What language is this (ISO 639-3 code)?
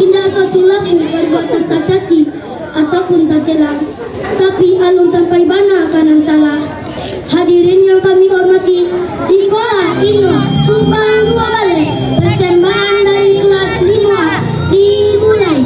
min